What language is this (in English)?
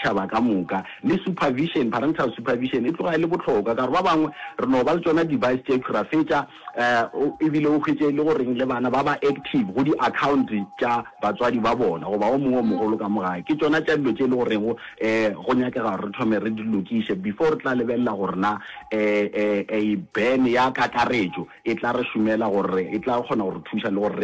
Northern Sotho